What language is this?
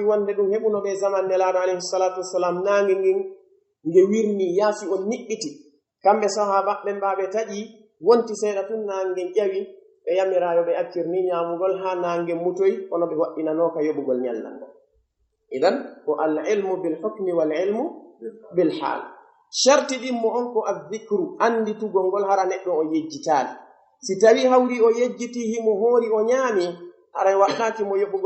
Pular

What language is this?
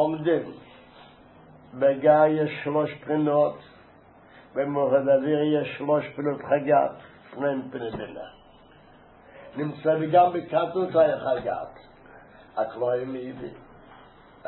Hebrew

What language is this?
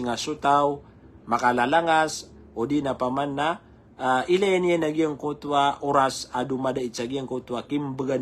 Maranao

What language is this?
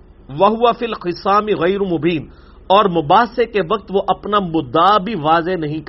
Urdu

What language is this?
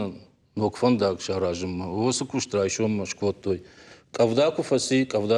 Ossetic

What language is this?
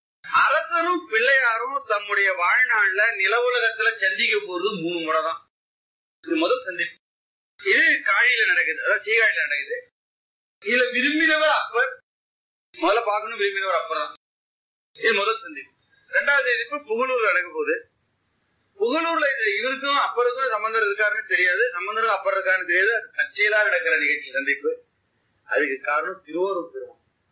Tamil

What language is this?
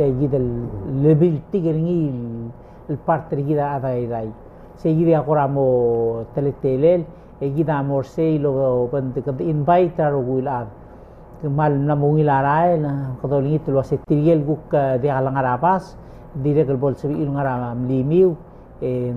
Palauan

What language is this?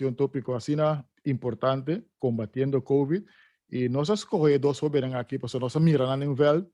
Papiamento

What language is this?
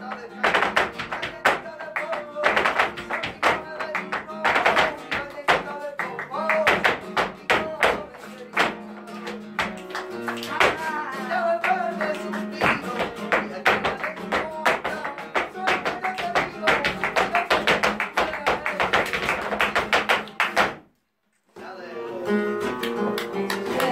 Spanish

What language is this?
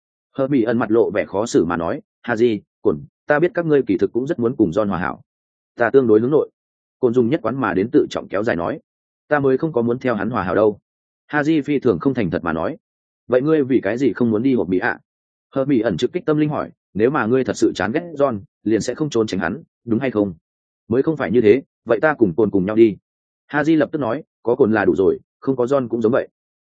Vietnamese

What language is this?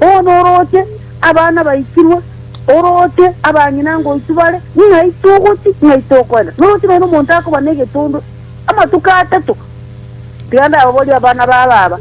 Gusii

